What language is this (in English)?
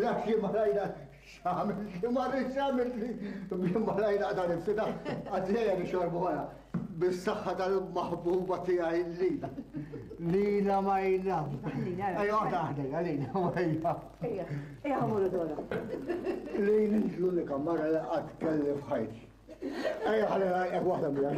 Maltese